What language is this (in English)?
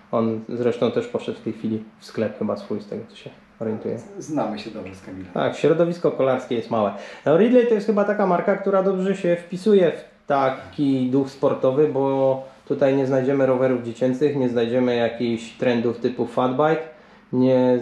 Polish